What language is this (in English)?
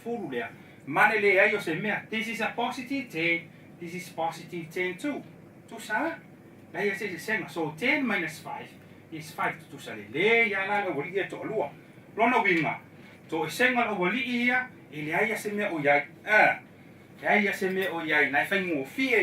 Samoan